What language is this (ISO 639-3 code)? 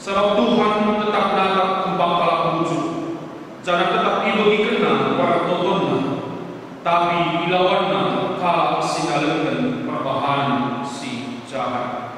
btx